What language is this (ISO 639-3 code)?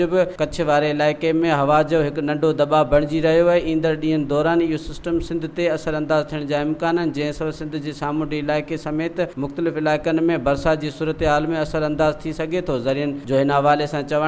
snd